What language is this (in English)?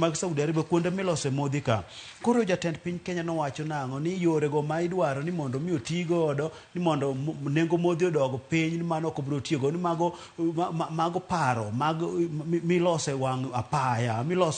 Luo (Kenya and Tanzania)